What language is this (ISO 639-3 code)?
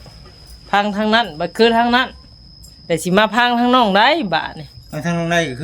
tts